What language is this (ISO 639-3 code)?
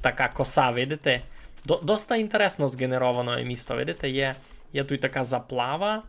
rue